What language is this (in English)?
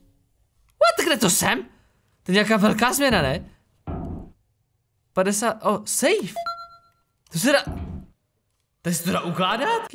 Czech